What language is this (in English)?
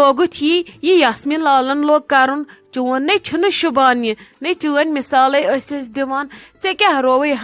Kashmiri